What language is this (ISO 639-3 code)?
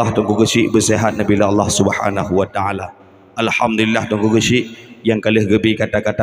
ace